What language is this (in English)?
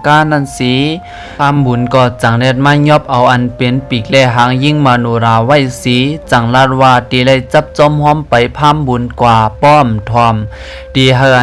Shan